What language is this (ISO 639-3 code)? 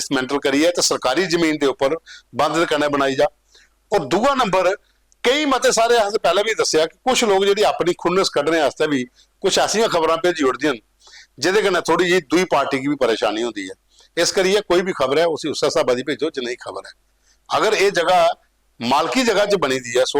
doi